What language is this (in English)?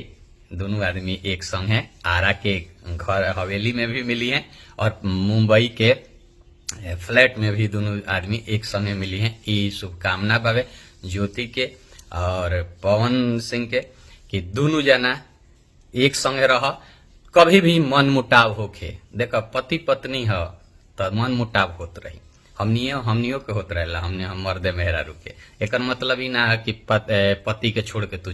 Bhojpuri